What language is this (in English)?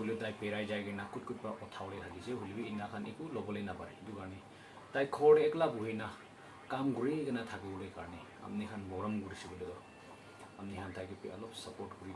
Naga Pidgin